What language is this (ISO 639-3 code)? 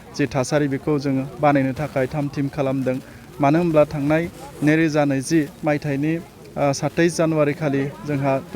brx